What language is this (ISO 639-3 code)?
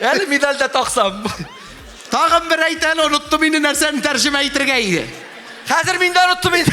tat